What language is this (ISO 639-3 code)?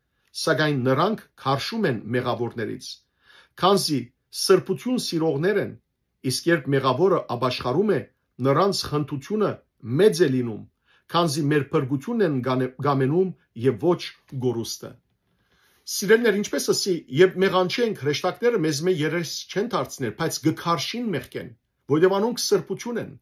hyw